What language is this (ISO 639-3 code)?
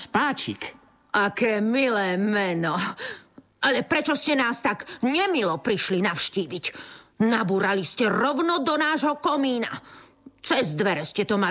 slk